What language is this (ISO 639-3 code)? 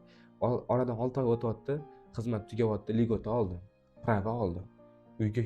uzb